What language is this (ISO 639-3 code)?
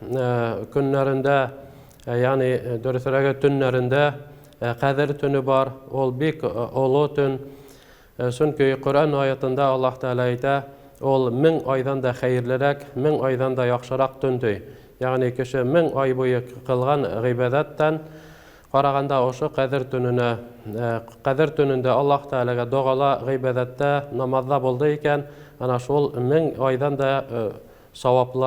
bak